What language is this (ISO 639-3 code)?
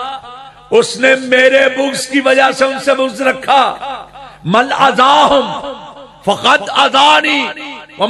urd